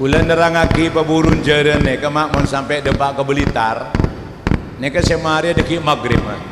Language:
Madurese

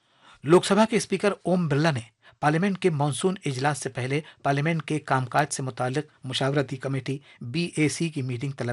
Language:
Urdu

